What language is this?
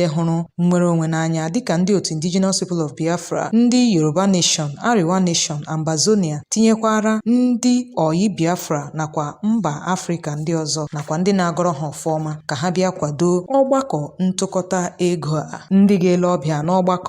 Igbo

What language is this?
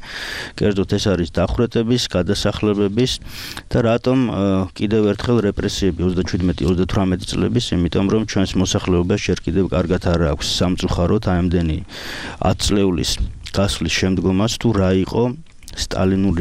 Georgian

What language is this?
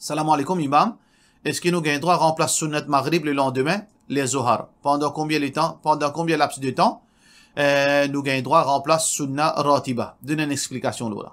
Morisyen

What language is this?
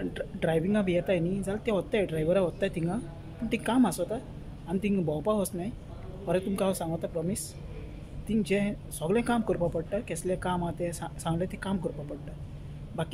Konkani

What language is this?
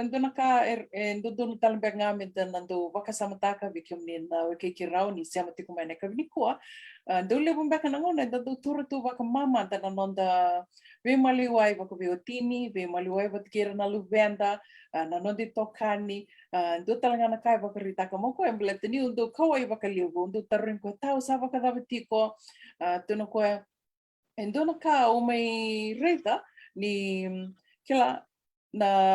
Fijian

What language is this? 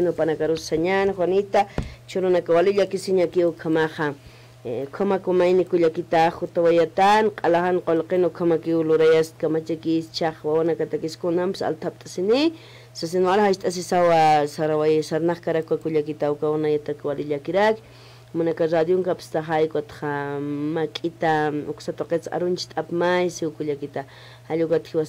Aymara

